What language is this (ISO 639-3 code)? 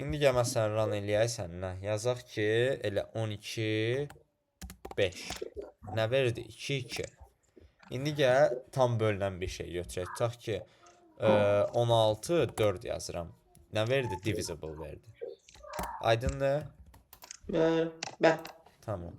aze